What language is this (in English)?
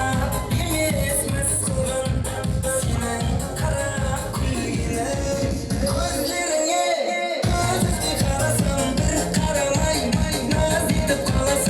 Kara-Kalpak